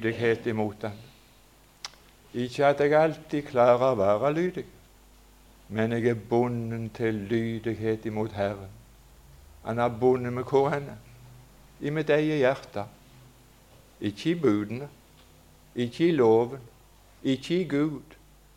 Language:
Norwegian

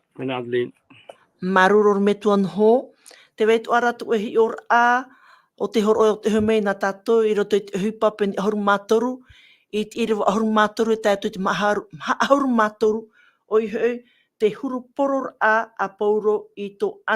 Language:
Tahitian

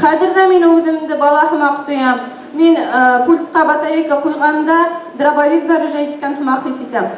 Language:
Bashkir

